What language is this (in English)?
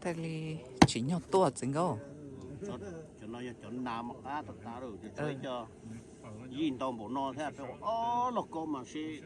Hmong